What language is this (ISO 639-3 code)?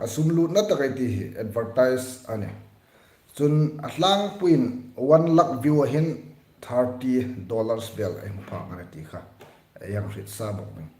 hmr